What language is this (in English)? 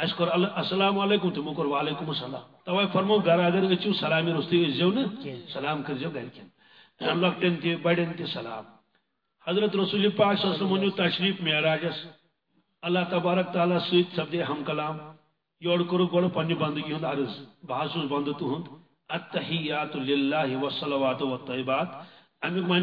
Kashmiri